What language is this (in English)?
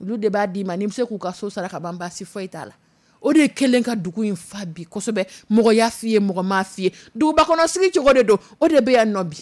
Dyula